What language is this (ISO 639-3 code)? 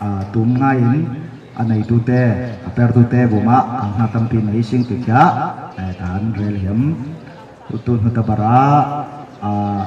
cfm